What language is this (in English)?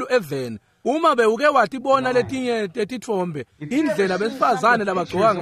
Swati